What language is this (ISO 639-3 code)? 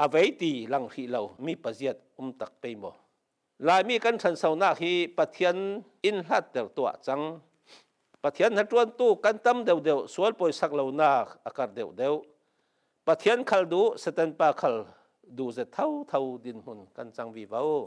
cfm